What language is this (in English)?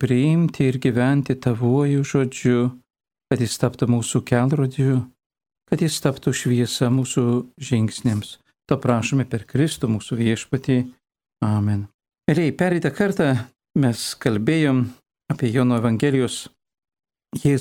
Lithuanian